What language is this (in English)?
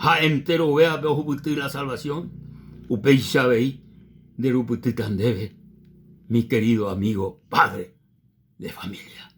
Guarani